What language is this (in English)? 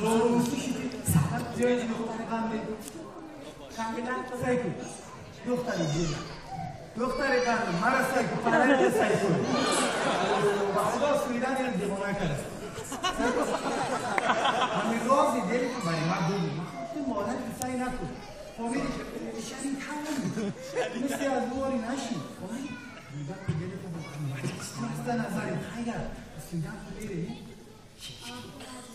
Persian